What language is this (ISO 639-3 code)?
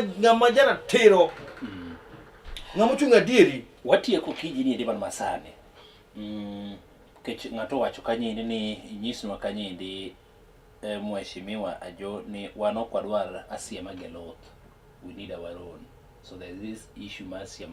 luo